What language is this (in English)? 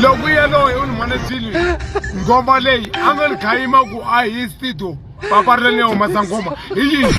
Tsonga